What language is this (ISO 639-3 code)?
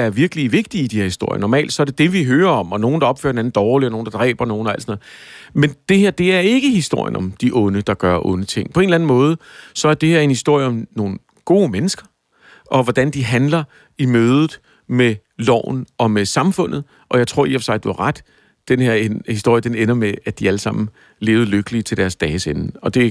dan